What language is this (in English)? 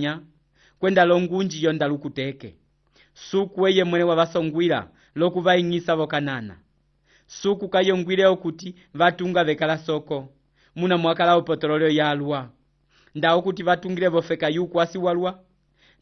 Umbundu